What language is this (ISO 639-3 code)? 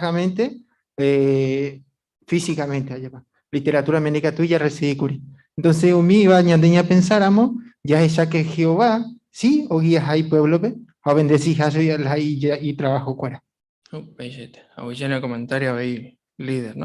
grn